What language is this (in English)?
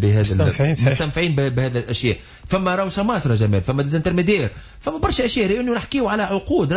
Tunisian Arabic